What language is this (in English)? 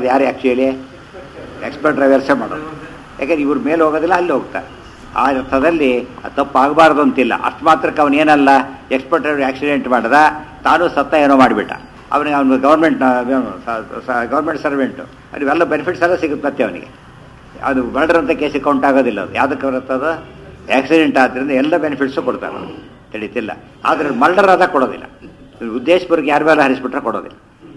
Kannada